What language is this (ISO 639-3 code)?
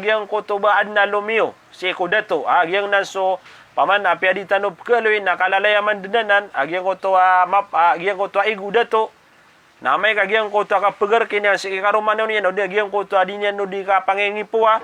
mrw